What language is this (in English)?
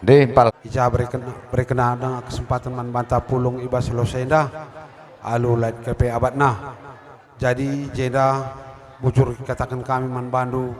Batak Karo